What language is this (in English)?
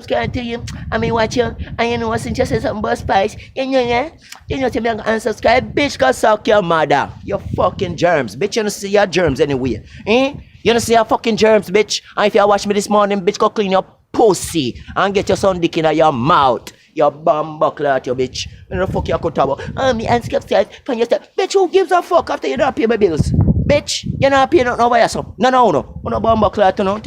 Jamaican Creole English